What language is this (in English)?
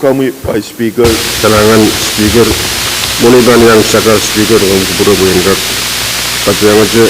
Pohnpeian